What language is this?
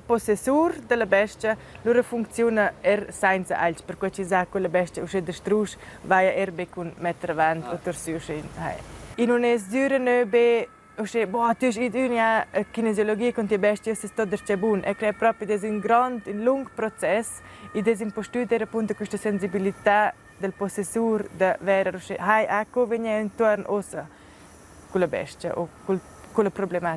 Romansh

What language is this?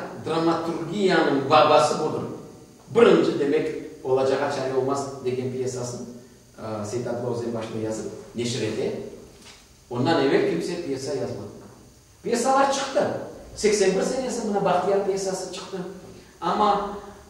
Crimean Tatar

